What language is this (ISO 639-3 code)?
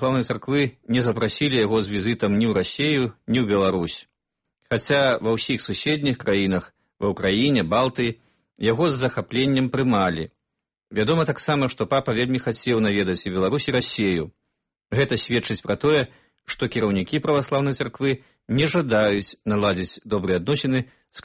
bel